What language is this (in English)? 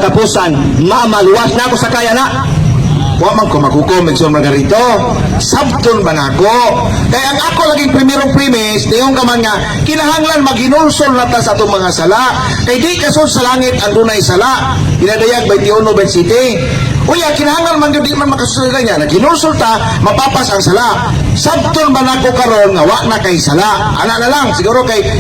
Cebuano